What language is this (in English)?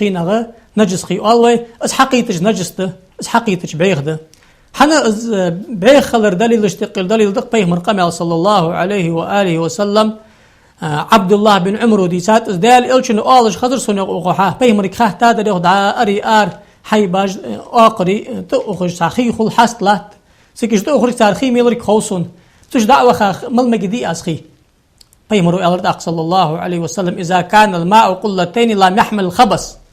Ingush